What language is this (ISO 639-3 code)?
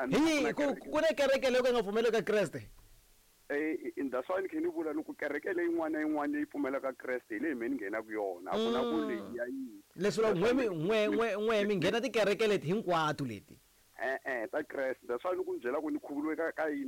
tso